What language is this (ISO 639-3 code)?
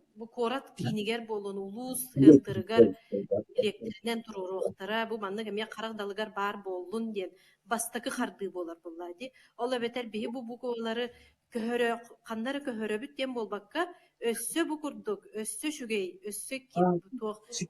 sah